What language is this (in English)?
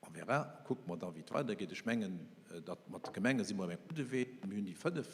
Luxembourgish